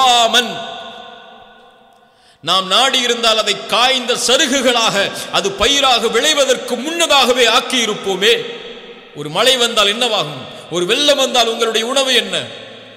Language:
Tamil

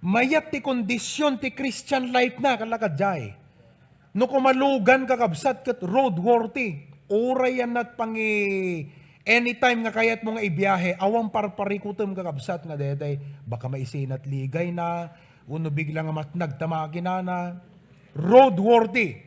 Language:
Iloko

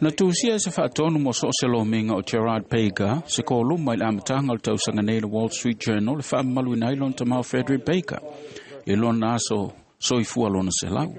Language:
Samoan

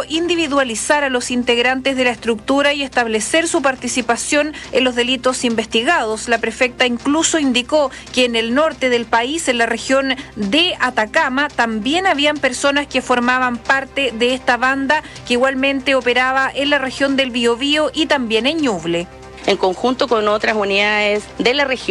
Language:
Spanish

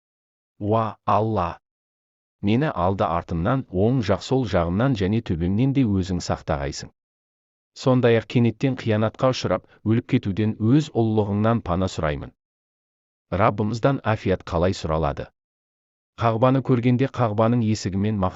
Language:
Kazakh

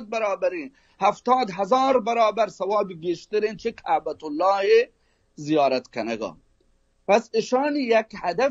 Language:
Baluchi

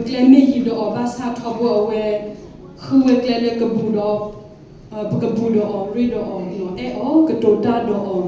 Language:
S'gaw Karen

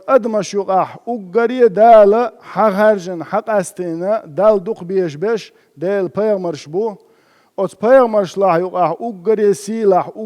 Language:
Chechen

